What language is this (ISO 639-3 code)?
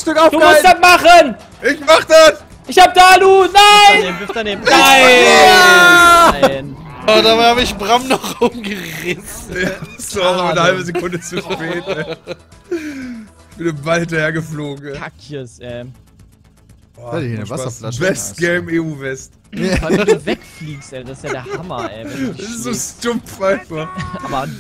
deu